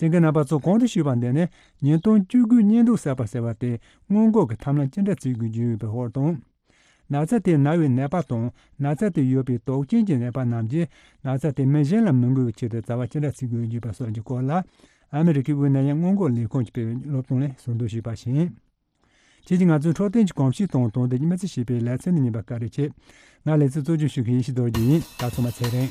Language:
Tibetan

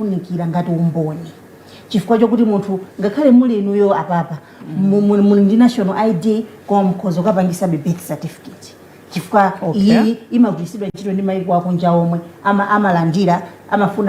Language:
Nyanja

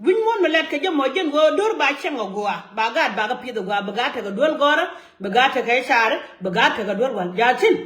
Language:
Nuer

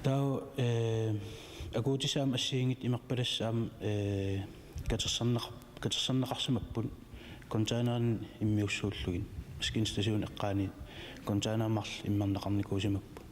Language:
Kalaallisut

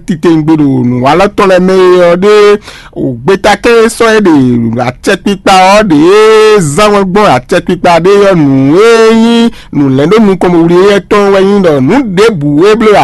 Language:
Fon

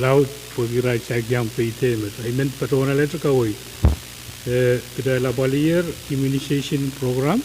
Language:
Pohnpeian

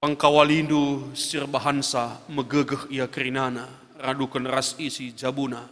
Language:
Batak Karo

